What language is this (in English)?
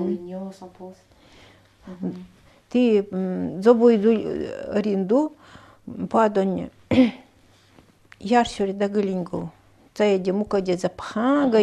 Nanai